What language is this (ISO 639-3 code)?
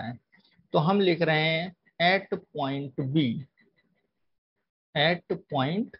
hin